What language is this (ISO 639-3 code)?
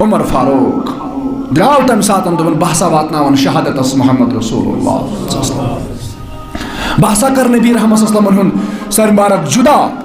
kas